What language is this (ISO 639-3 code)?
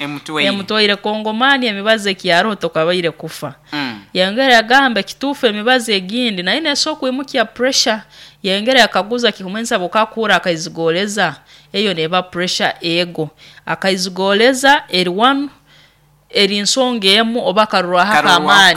nyo